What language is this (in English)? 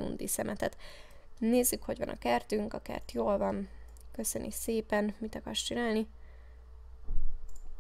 Hungarian